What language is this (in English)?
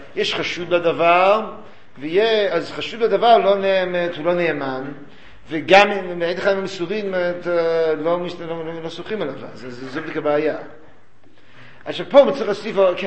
Hebrew